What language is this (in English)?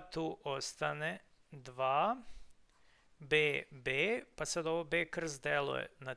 Serbian